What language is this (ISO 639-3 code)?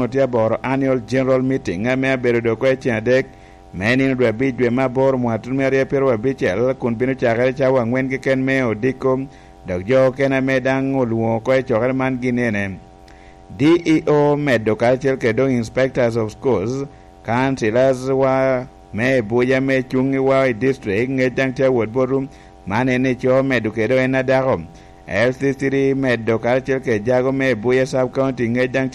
laj